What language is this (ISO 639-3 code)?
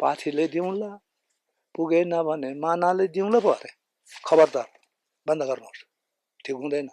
nep